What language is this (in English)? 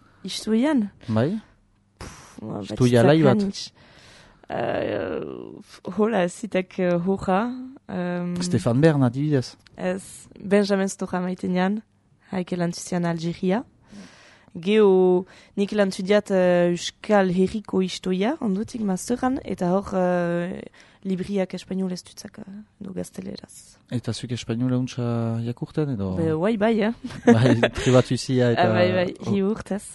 Basque